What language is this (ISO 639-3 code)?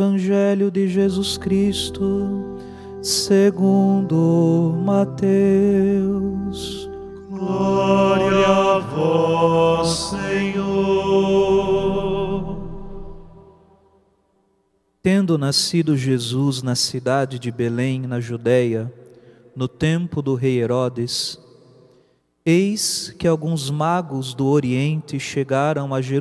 por